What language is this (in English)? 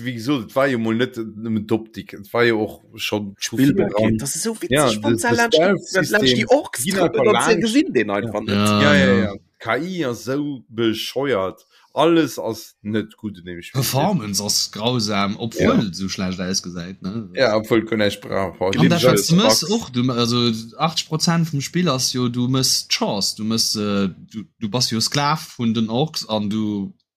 Luxembourgish